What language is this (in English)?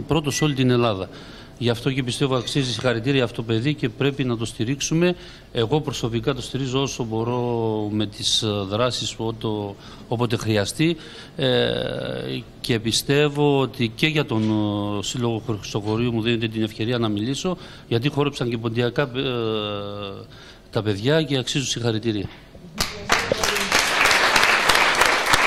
Greek